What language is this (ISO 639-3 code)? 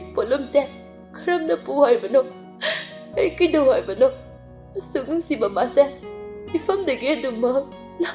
mni